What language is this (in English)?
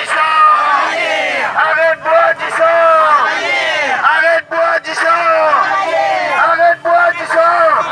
Morisyen